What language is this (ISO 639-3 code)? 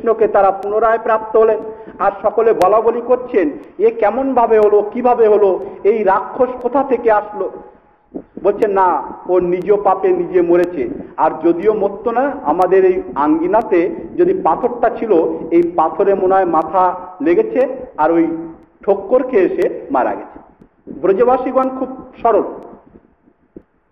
ben